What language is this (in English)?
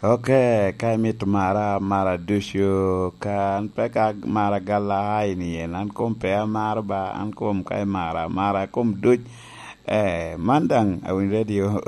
Lango (Uganda)